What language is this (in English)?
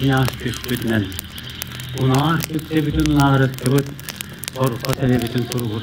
Yakut